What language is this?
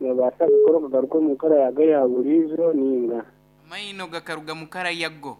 Nyankole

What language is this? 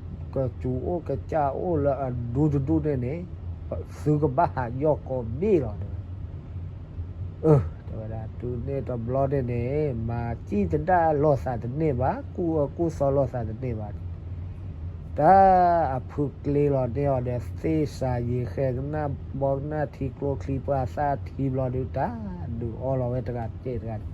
S'gaw Karen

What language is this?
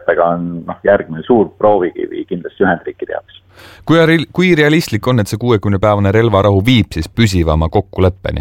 Estonian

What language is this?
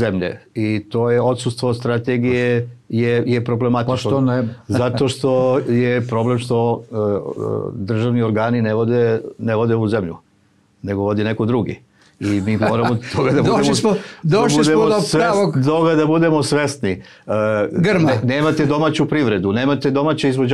Serbian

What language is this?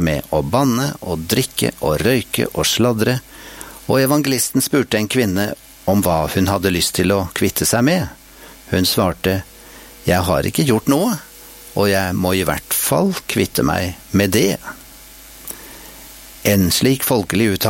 Norwegian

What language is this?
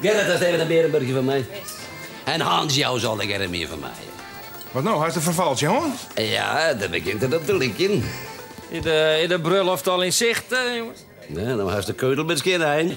Western Frisian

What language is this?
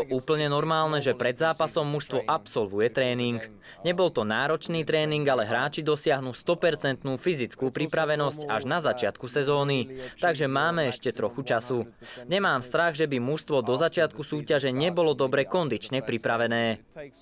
Slovak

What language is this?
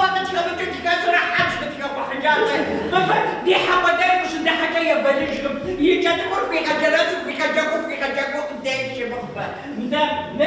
Kabardian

